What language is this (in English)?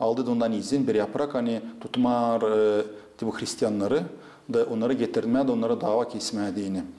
Gagauz